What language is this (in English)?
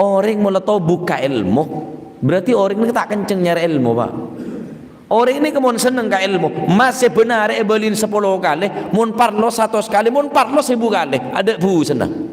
Madurese